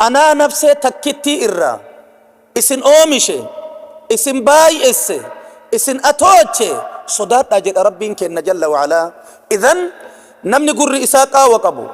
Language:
Oromo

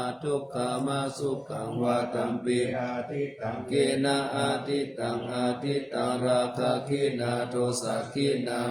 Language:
Pali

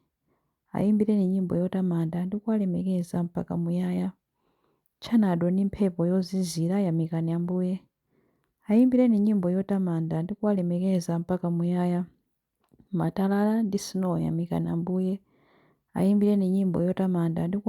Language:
Nyanja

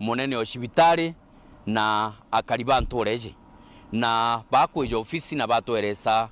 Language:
Meru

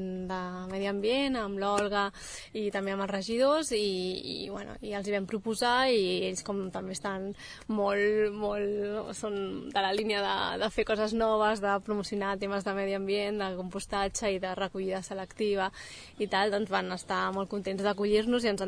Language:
Catalan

